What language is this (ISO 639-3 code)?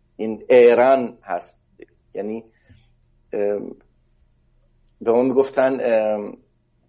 fas